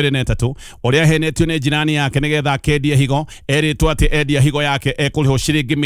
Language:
Kikuyu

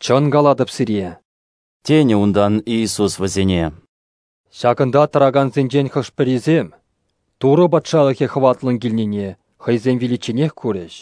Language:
Chuvash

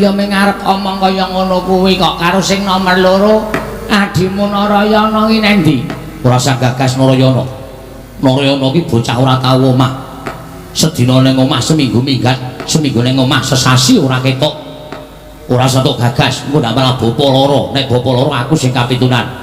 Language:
Javanese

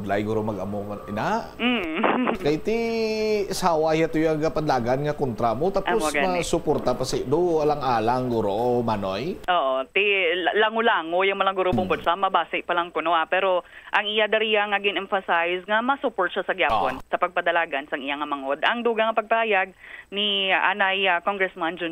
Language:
Hiligaynon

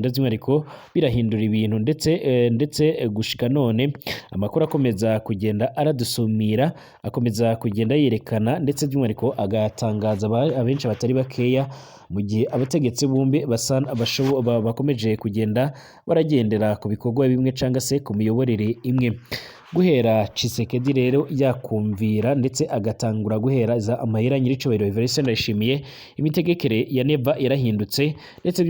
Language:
Rundi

